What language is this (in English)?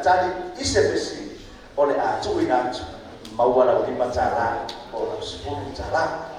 Samoan